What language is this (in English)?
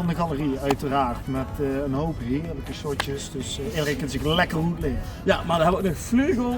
Limburgish